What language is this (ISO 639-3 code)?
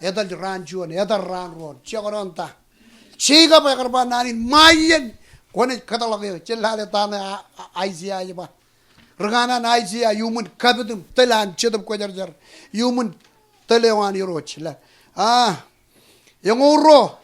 mah